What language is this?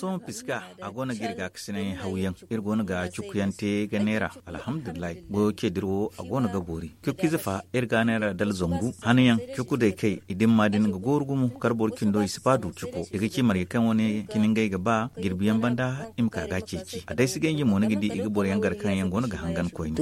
Zarma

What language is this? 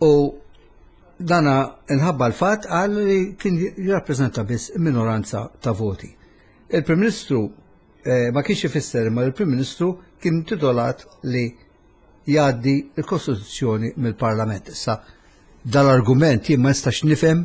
Maltese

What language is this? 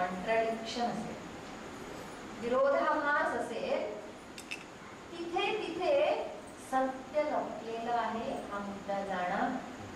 Marathi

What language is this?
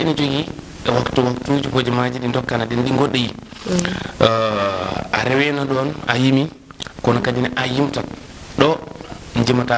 Fula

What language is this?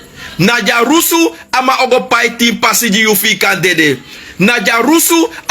Sranan Tongo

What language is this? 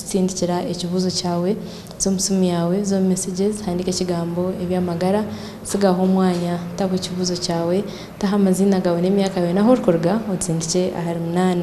Nyankole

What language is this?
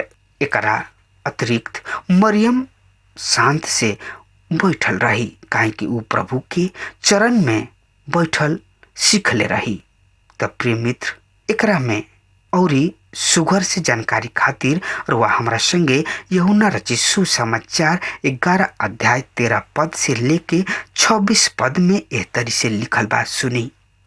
Bhojpuri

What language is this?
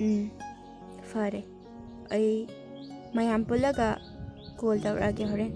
Manipuri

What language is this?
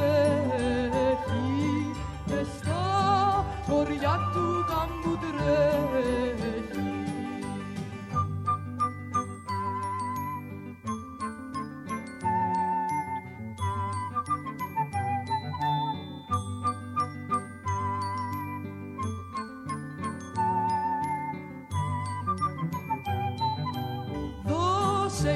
Greek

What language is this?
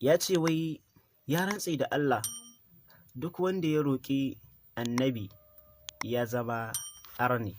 Hausa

